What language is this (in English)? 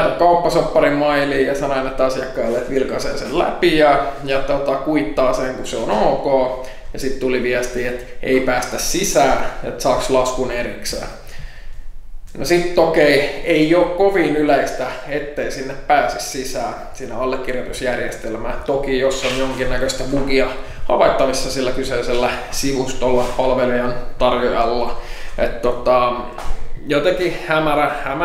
Finnish